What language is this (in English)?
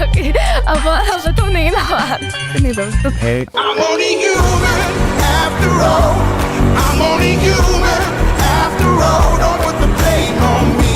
Hakha Chin